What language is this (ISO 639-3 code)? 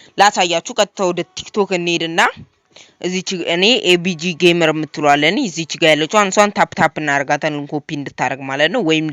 amh